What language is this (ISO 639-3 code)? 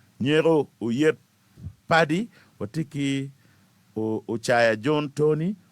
ach